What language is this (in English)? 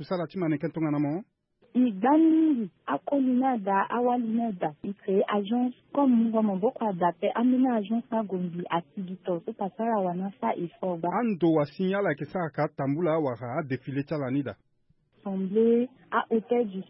Sango